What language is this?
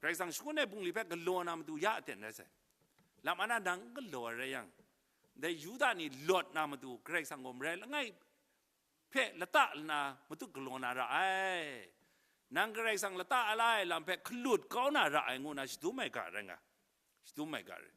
Kachin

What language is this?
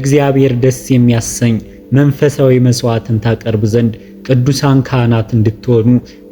Amharic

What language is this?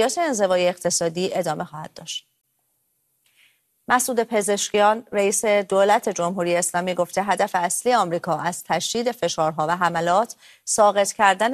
Persian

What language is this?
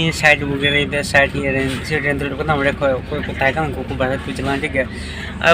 Santali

